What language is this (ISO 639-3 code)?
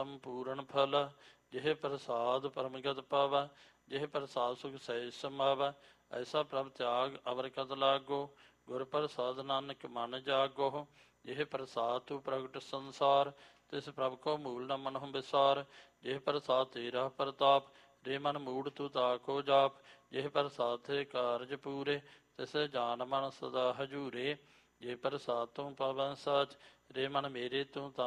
pan